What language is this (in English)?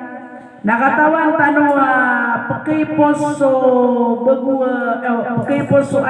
Maranao